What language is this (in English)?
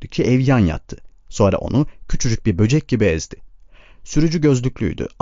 Turkish